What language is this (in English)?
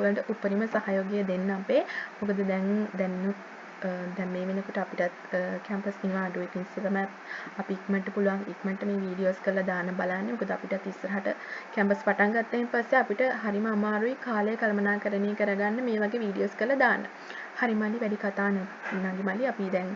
Sinhala